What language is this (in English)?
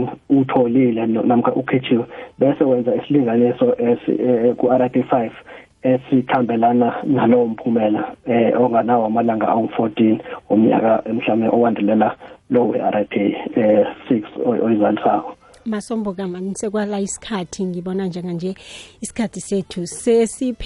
South Ndebele